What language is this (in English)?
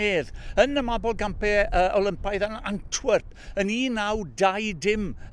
Welsh